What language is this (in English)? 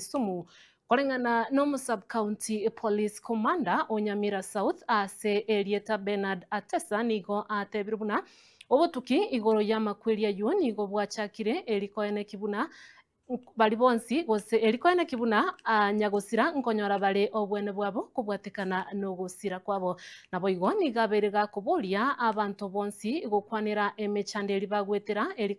Gusii